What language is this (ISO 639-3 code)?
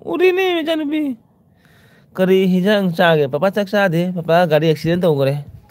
mni